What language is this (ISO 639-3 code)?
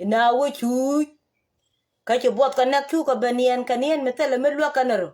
nus